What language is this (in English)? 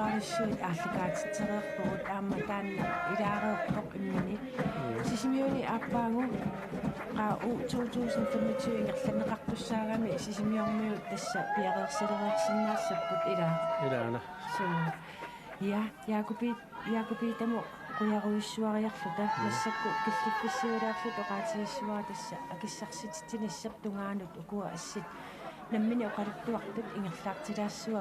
Kalaallisut